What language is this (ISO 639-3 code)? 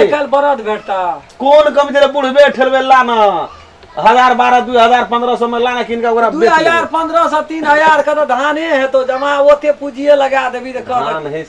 mai